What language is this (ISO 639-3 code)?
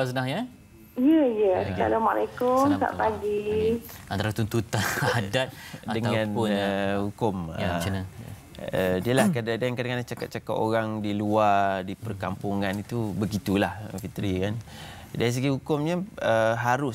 msa